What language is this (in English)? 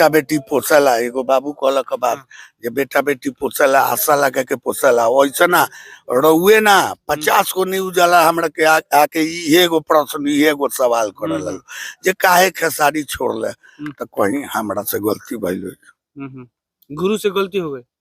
Bhojpuri